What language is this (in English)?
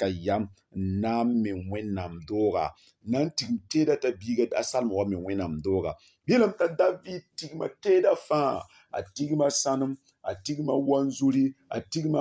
Mossi